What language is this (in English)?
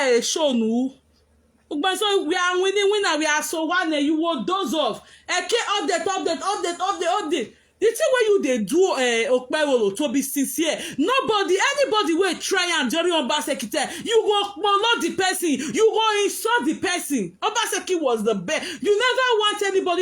Nigerian Pidgin